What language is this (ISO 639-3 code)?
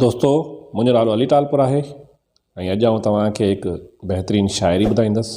snd